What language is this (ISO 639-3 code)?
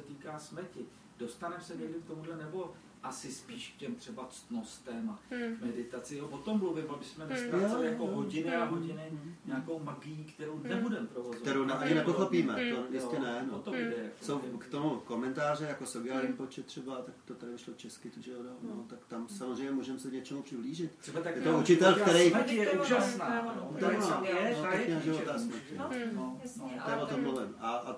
ces